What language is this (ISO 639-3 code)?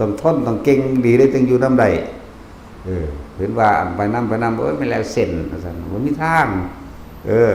tts